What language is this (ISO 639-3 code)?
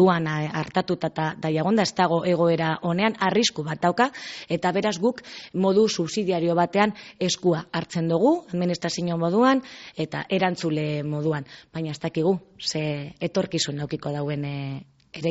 eus